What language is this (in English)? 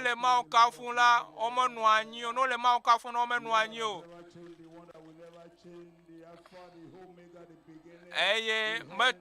Ewe